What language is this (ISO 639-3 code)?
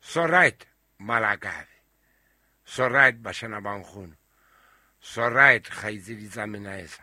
sot